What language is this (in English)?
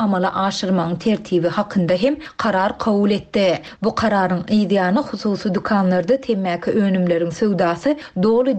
Turkmen